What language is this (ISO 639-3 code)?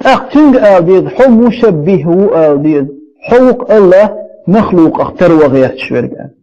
che